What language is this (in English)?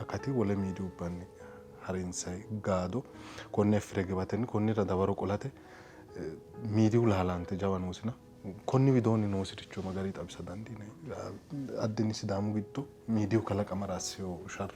Sidamo